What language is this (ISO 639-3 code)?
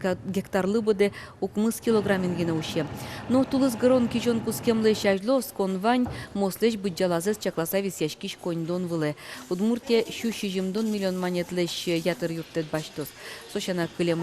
udm